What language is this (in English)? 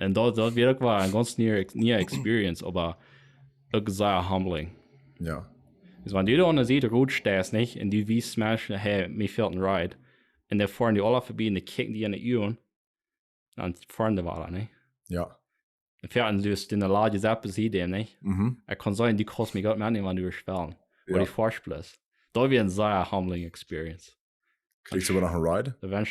Plautdietsch